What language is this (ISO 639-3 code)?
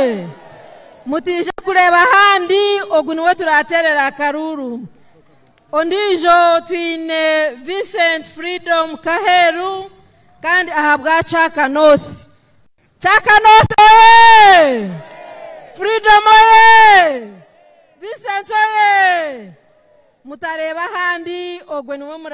nyn